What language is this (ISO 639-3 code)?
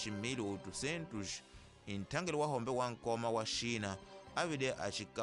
tso